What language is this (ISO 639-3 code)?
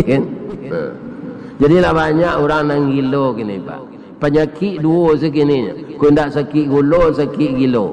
min